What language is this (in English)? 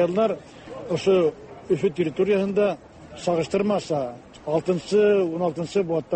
Tatar